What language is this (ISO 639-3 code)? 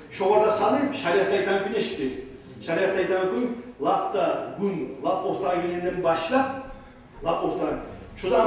kum